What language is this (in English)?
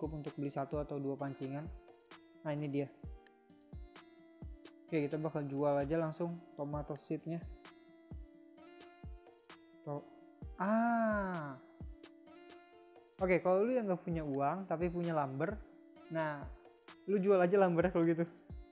Indonesian